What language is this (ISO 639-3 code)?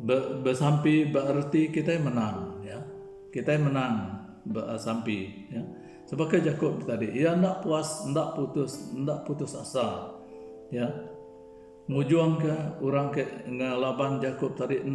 iba